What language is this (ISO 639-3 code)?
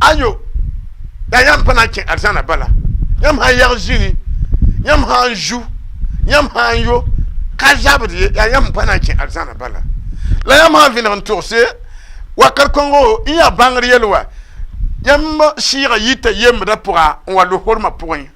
mos